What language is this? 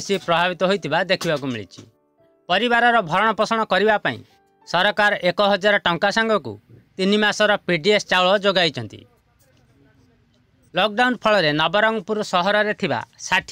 Odia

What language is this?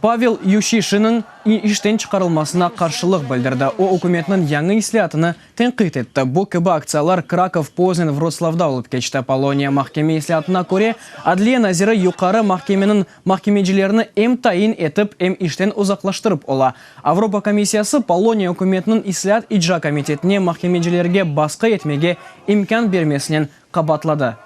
Crimean Tatar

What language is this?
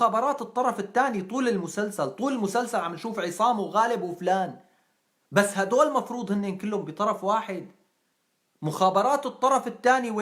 North Levantine Arabic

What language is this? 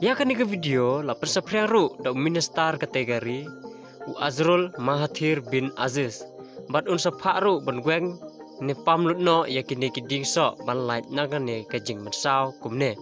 Khasi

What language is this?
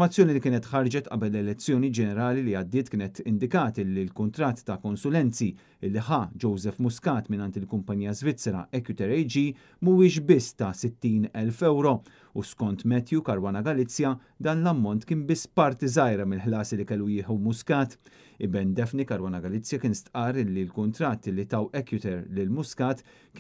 Maltese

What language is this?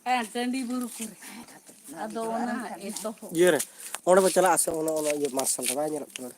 Santali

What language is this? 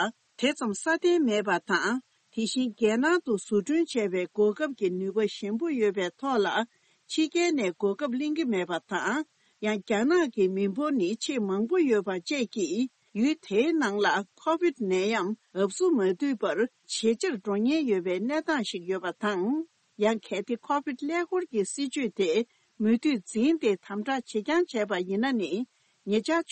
Tibetan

